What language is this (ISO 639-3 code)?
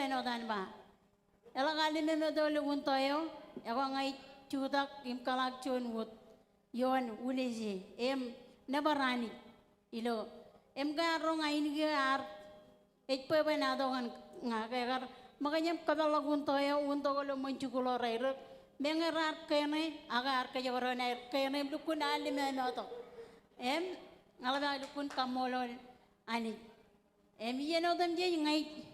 mah